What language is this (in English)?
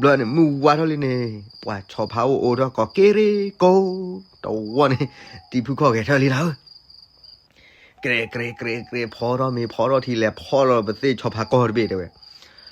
S'gaw Karen